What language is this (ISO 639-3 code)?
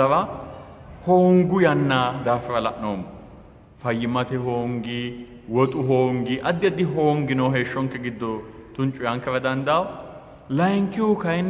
sid